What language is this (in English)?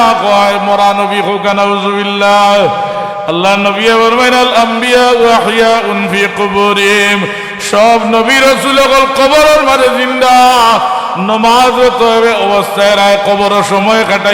Sylheti